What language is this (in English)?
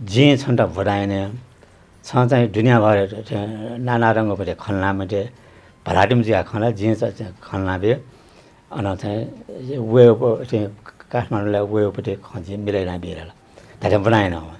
Newari